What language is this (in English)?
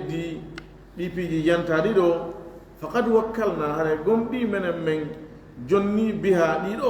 Fula